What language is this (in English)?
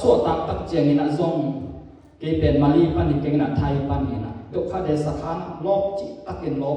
Tedim Chin